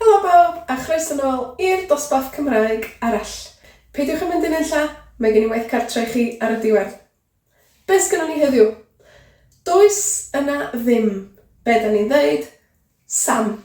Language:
Welsh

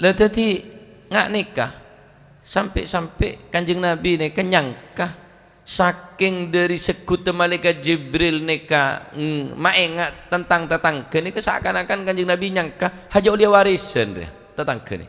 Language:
Madurese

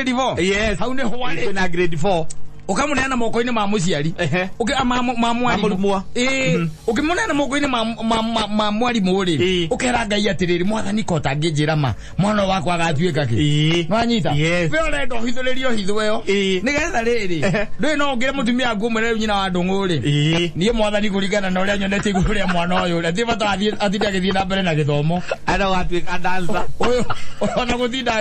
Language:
Kikuyu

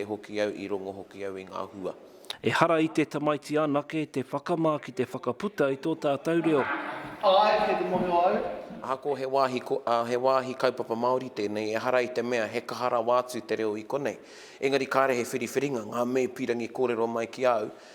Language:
Māori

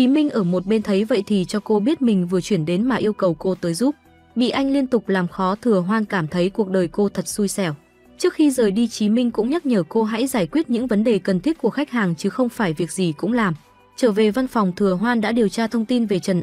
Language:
Vietnamese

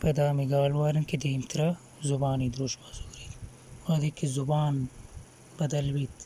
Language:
Baluchi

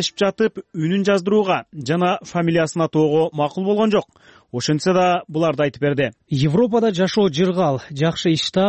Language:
Kyrgyz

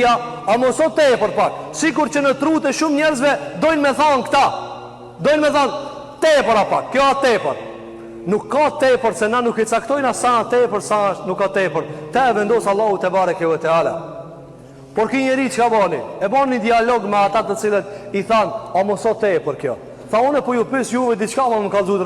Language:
Albanian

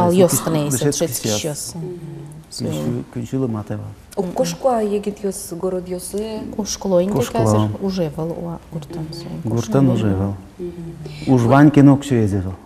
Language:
Udmurt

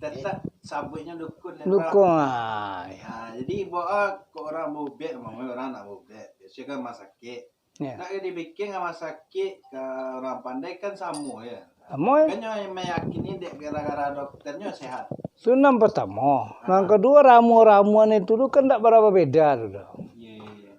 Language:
Minangkabau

